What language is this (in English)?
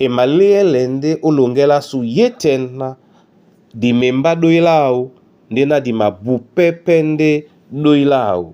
Duala